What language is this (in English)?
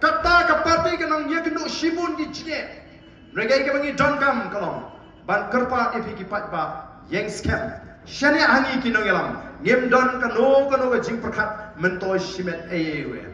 Khasi